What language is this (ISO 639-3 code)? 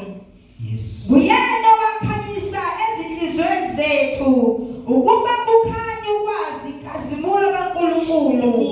zul